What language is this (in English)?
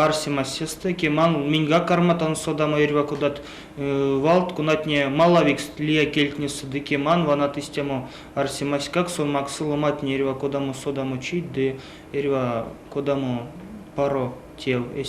Erzya